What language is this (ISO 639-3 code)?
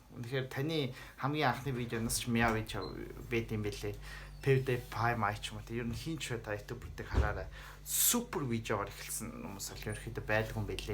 mon